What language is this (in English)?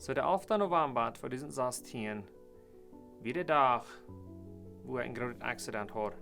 Plautdietsch